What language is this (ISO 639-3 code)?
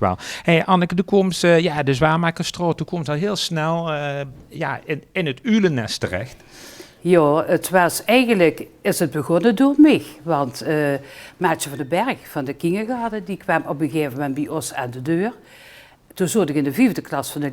lim